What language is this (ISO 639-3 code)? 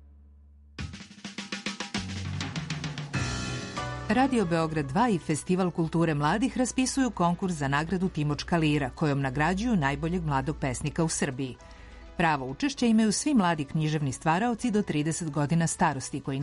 srp